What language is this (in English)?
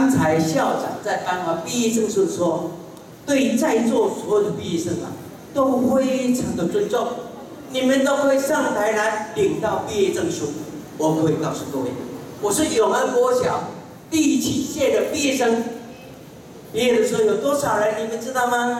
Chinese